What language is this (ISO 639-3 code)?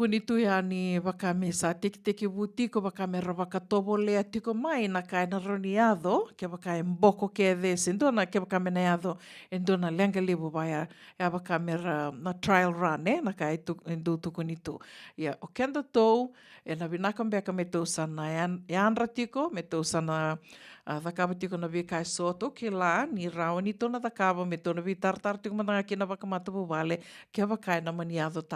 fij